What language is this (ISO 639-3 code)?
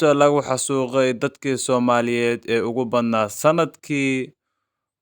som